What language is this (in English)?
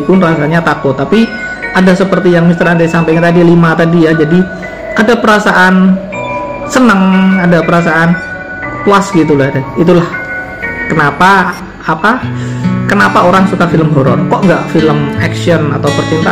Indonesian